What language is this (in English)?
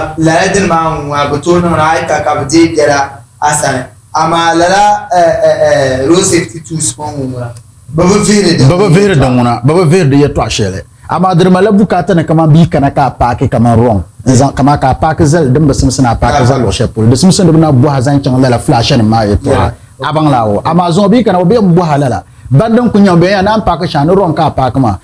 Dagbani